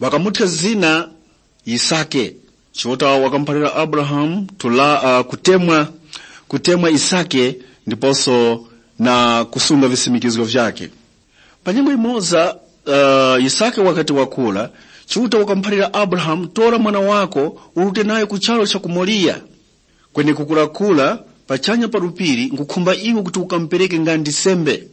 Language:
Tumbuka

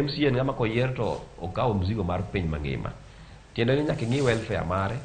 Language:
Luo (Kenya and Tanzania)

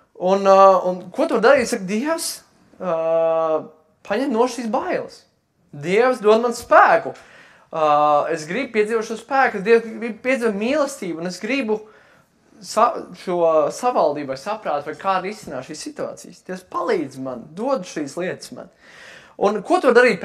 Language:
Latvian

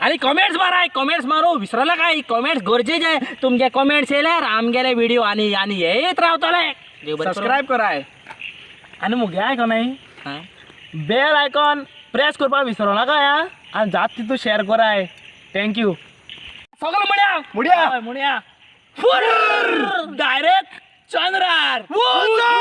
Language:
Konkani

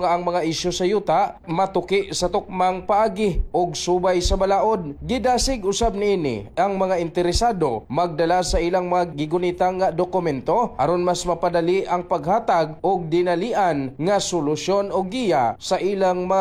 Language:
Cebuano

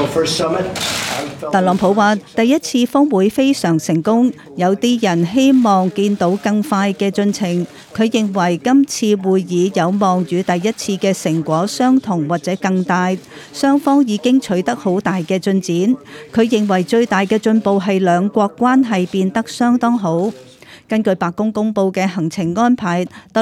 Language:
Cantonese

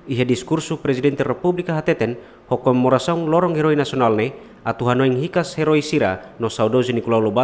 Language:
Tetum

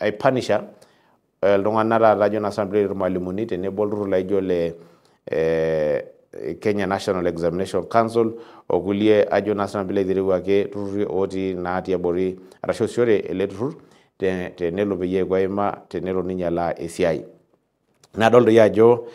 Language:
Masai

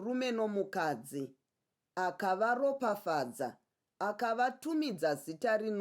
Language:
Shona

